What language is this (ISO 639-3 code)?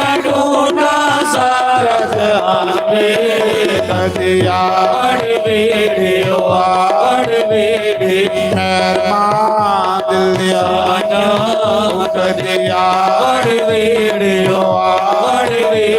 doi